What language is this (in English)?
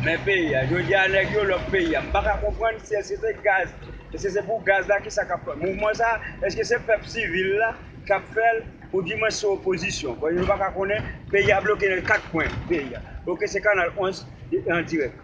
Haitian Creole